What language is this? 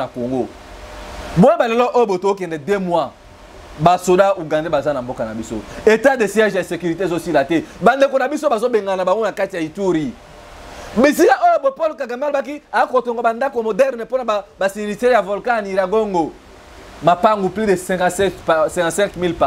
Lingala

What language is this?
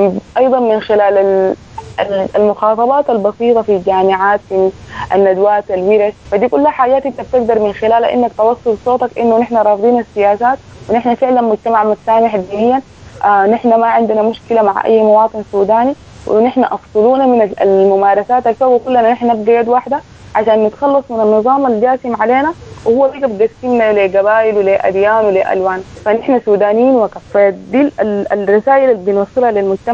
Sudanese Arabic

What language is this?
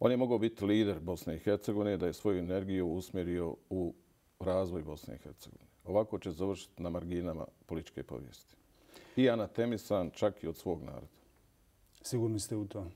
Bosnian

